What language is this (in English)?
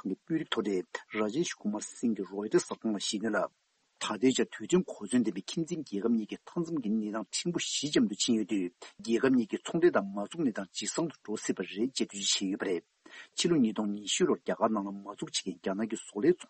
Tibetan